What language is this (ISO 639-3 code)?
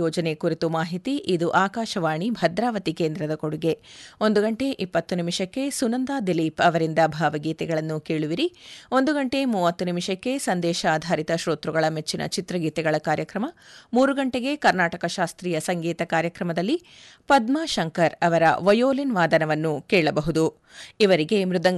kan